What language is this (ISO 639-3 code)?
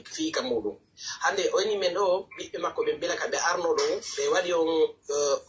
fuf